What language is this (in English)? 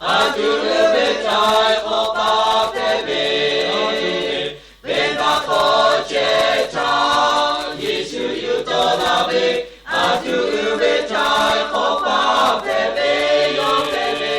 Lahu